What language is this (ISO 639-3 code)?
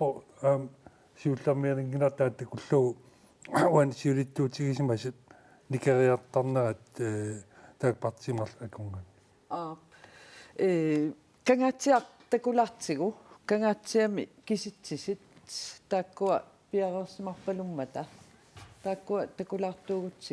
kal